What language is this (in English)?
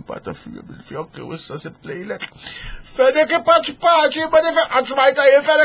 Maltese